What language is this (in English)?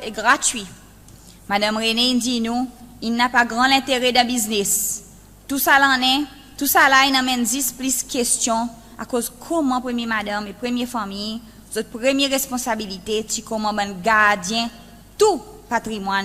Seselwa Creole French